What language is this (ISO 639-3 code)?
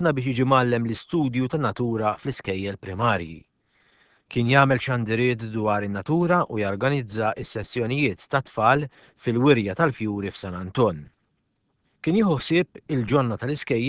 mlt